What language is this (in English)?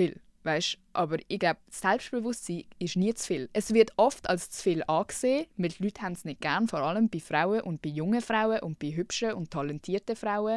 Swiss German